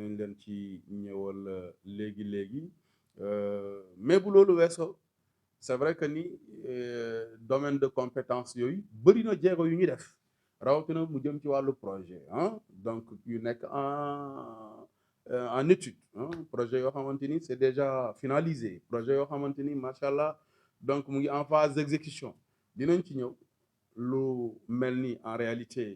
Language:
Wolof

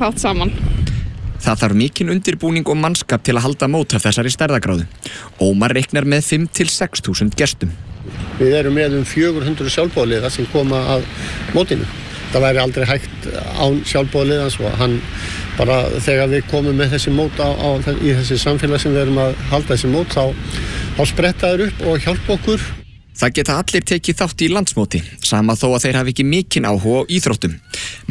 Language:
Icelandic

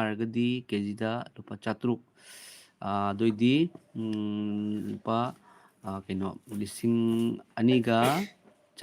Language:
Manipuri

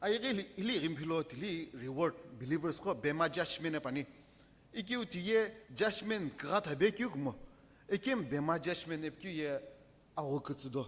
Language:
Sumi Naga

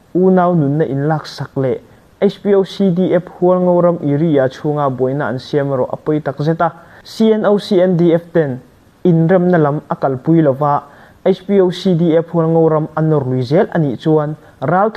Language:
Hakha Chin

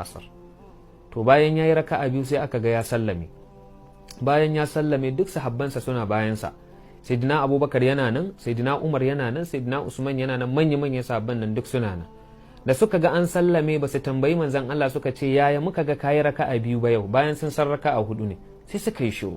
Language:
Hausa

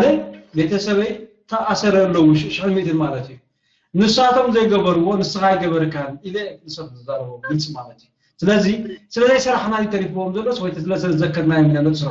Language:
Tigrinya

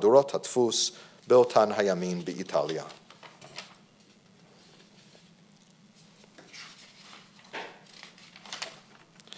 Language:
Hebrew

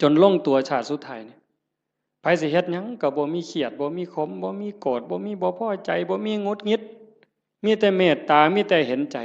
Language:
Northeastern Thai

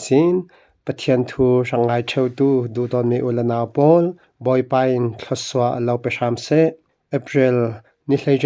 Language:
Falam Chin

